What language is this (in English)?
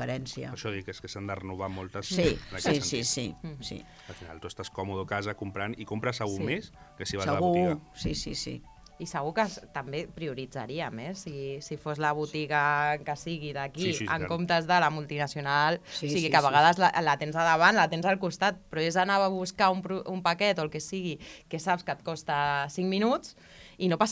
Catalan